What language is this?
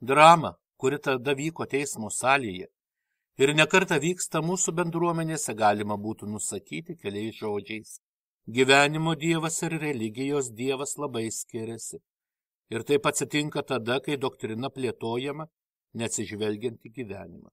Lithuanian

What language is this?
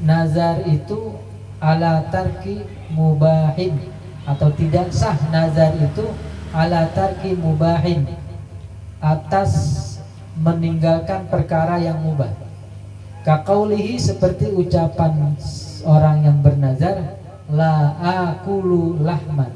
Betawi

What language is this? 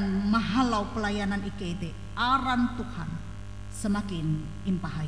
Ngaju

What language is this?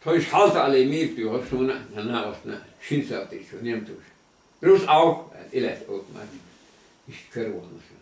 Chechen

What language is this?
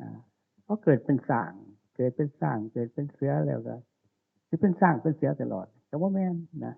Northeastern Thai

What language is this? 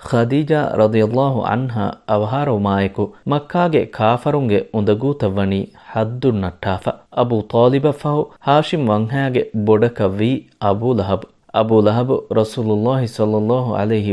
Divehi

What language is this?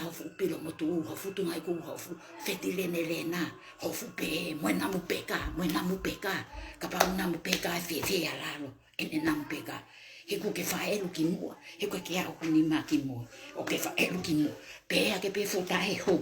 Tongan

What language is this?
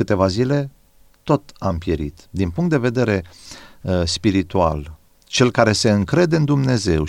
Romanian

